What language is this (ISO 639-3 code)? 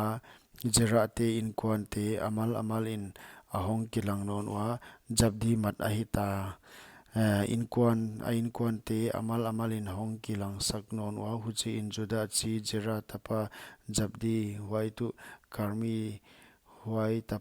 pck